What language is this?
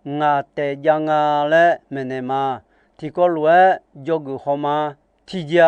Akha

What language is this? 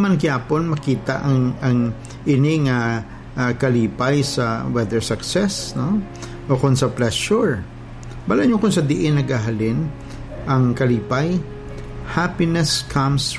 Hiligaynon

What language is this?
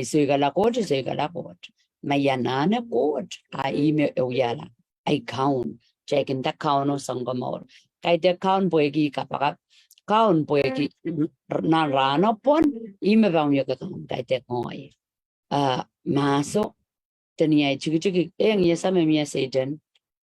Pohnpeian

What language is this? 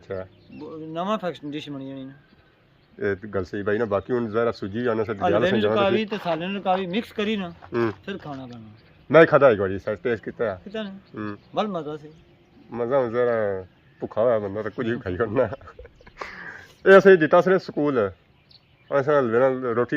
Pahari-Potwari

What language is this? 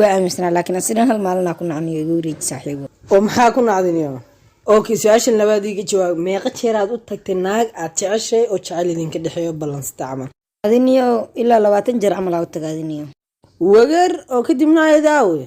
Somali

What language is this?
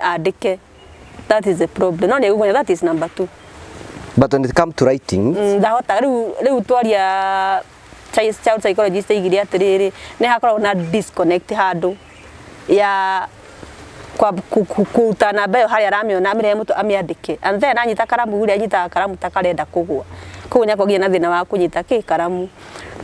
Kikuyu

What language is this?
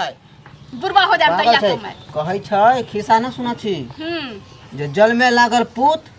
Maithili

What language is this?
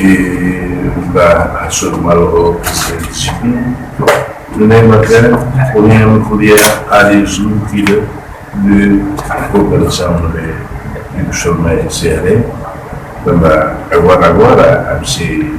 Tetum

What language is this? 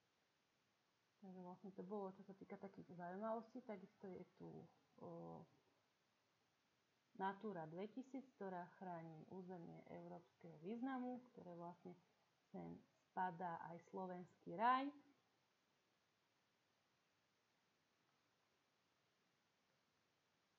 Slovak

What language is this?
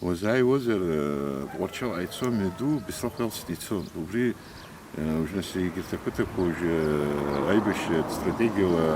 Abkhazian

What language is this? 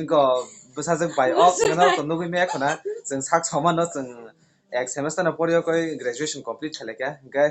Kok Borok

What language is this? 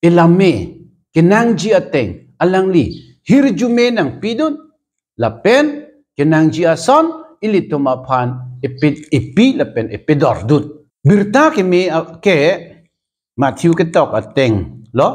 Karbi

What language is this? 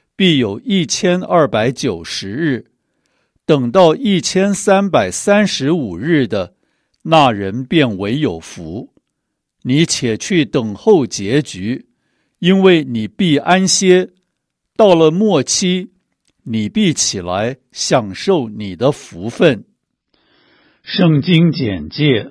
Chinese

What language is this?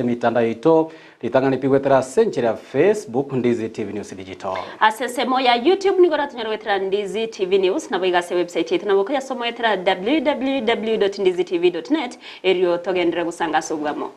Gusii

